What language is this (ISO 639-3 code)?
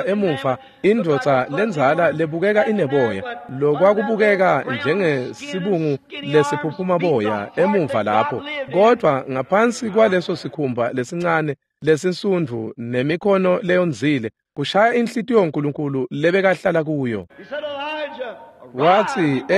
ssw